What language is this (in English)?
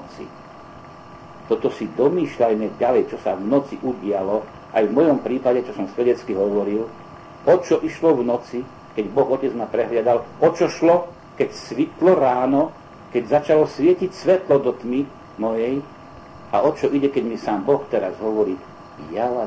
Slovak